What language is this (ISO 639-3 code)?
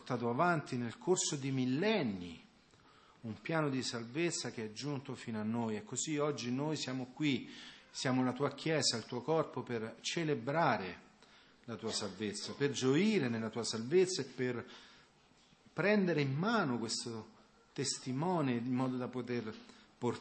ita